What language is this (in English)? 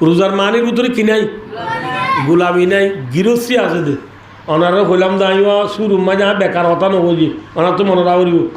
Rohingya